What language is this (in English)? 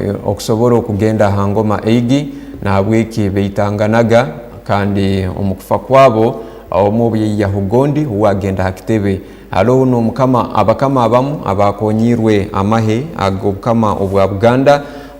Tooro